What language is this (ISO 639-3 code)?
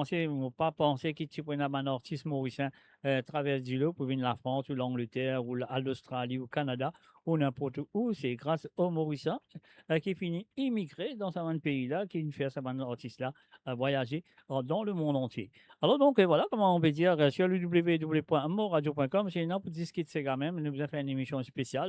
mfe